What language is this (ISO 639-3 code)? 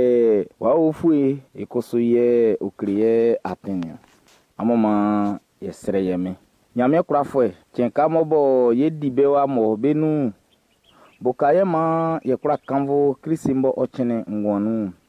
bci